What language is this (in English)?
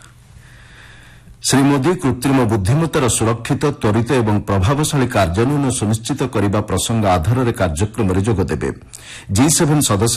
Odia